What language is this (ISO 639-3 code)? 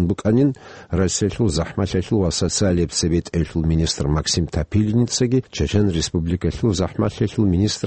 ava